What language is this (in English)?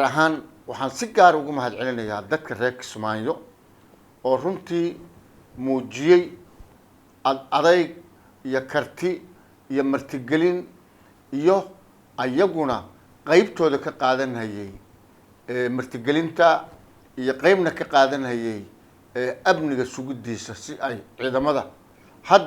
Somali